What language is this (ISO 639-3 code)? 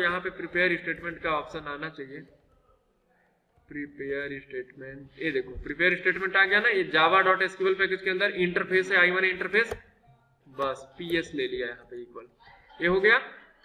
hin